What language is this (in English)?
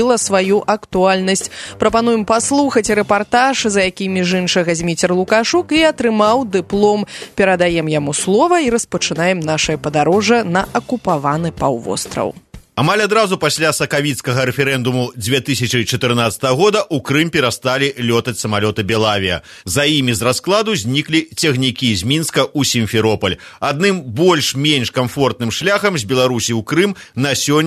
Belarusian